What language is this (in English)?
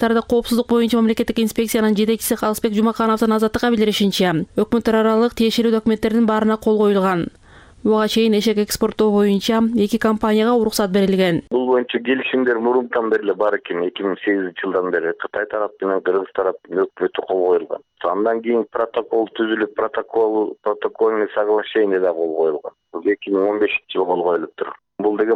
Kyrgyz